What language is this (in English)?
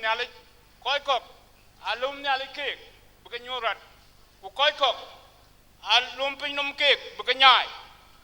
Dinka